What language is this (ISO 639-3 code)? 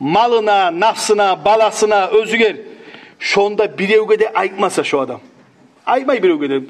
kum